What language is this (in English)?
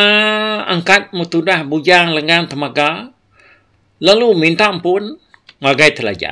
Iban